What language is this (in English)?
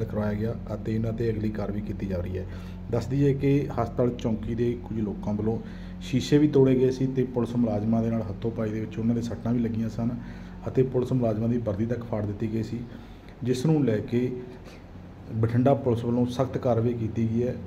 Punjabi